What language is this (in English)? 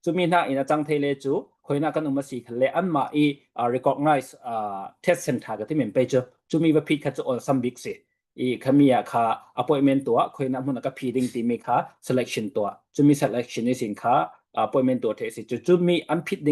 Falam Chin